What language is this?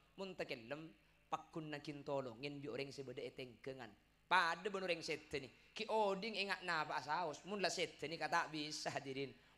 Madurese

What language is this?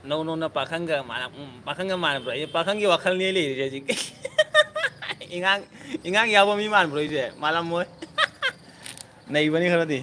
Manipuri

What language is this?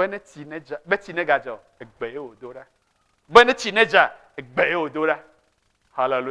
Ewe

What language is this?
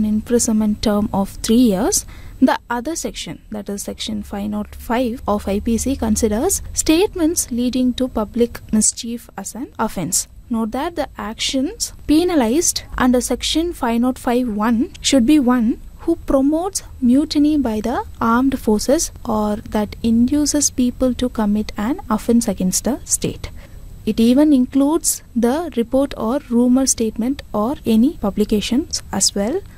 English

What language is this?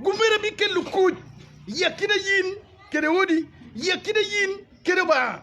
Acoli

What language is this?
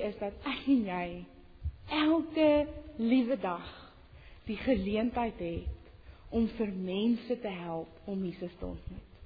Afrikaans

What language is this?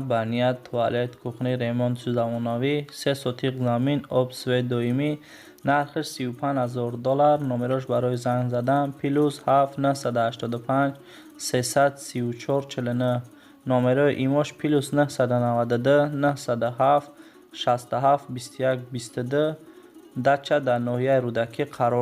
Tajik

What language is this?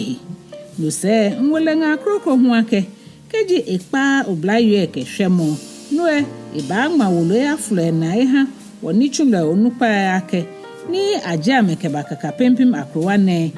Ga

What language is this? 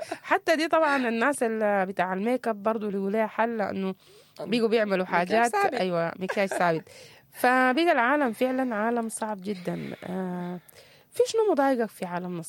Sudanese Arabic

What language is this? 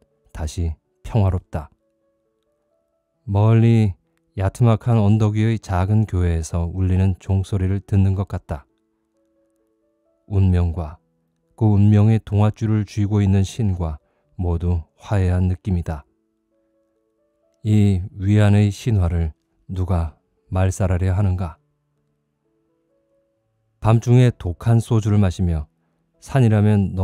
Korean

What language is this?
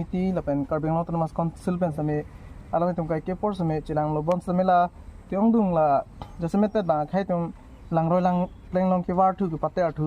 Karbi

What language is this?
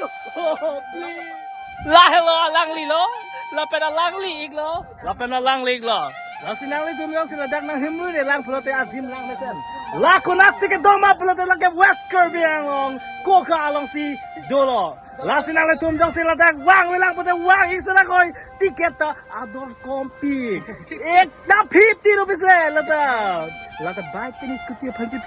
Karbi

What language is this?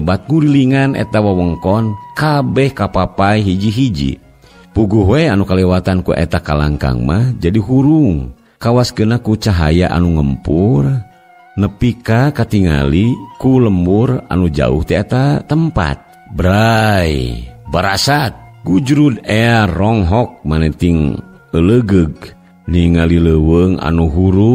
Sundanese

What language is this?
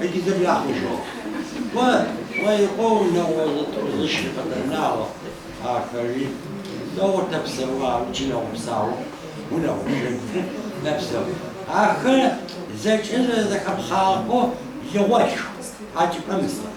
Adyghe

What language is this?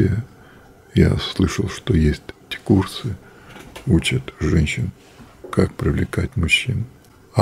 Russian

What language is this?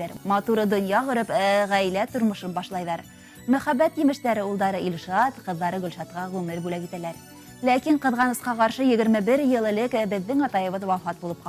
Bashkir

